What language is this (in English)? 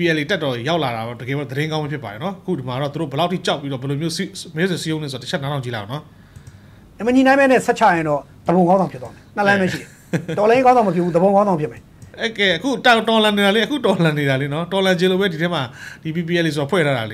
Burmese